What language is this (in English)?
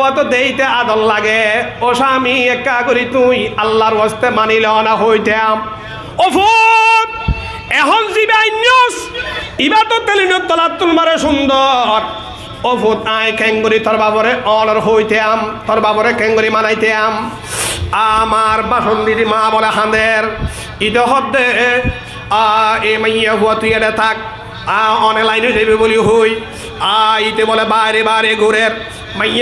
Rohingya